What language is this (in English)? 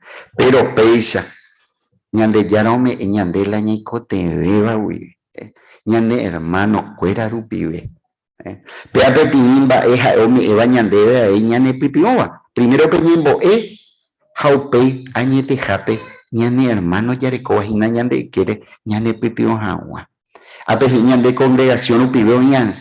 Guarani